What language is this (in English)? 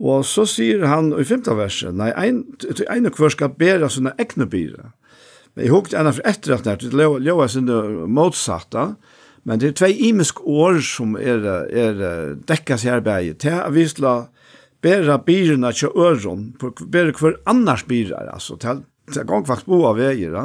Faroese